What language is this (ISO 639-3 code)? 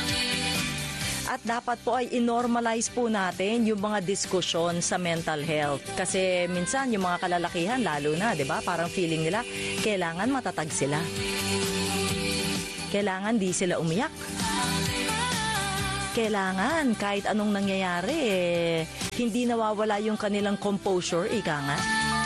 fil